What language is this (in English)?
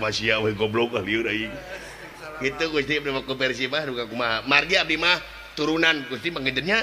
Sundanese